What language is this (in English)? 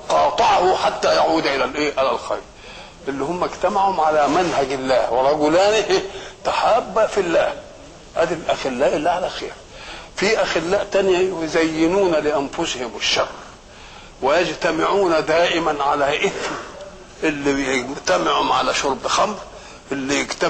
Egyptian Arabic